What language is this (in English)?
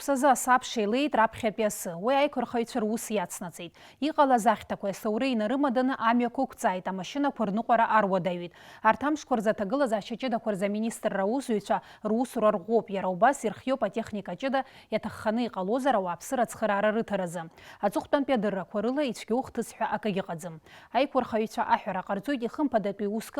Abkhazian